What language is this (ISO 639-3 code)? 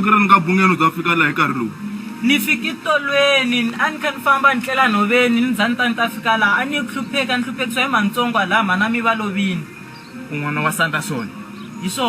tso